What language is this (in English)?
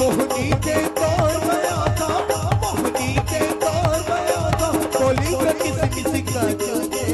Chhattisgarhi